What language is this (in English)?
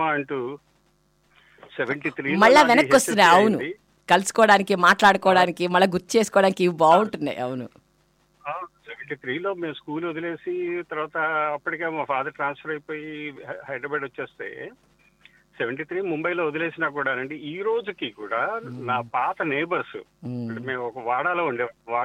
Telugu